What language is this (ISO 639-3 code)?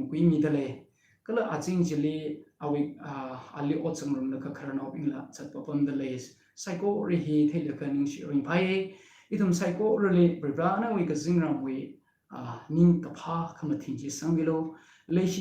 nmf